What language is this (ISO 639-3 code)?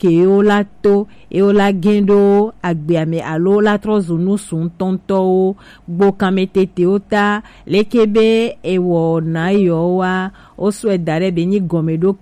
gej